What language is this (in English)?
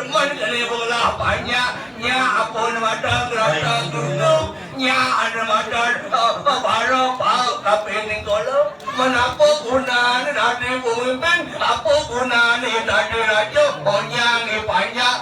Balinese